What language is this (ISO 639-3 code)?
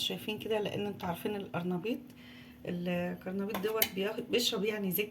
arz